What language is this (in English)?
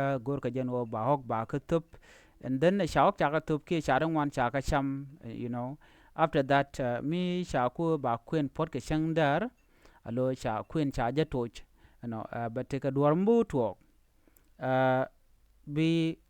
Nuer